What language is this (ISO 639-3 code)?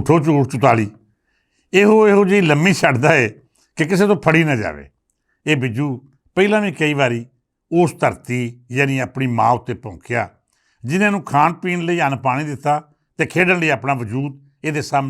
lah